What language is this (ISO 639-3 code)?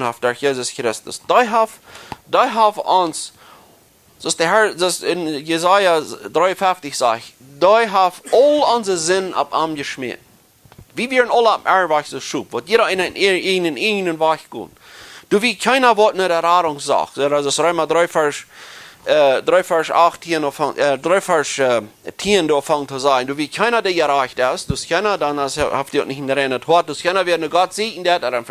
pdt